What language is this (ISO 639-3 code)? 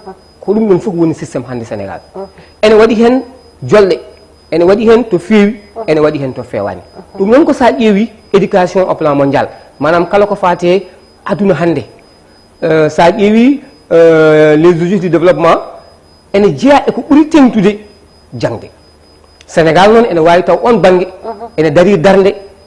ful